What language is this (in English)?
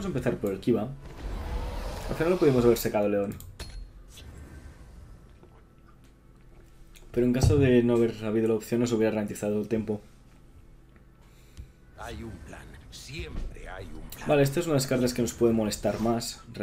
Spanish